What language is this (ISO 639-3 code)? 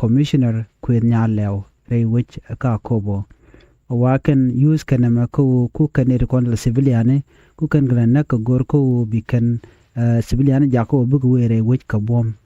nus